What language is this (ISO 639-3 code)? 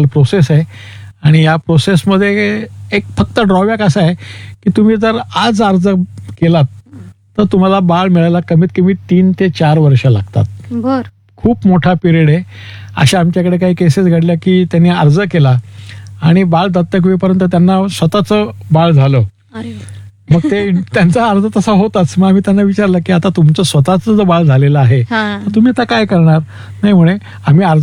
mar